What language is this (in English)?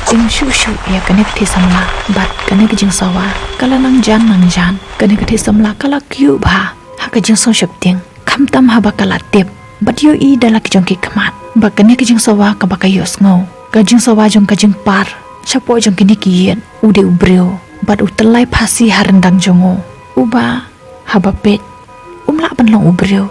Khasi